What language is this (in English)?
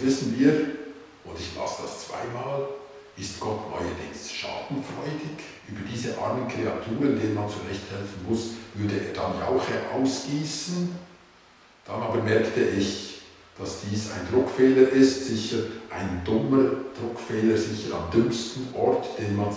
Swiss German